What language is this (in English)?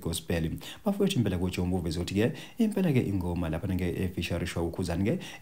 Zulu